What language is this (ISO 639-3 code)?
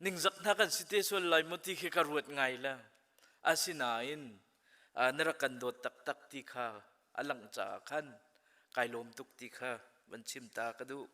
cnh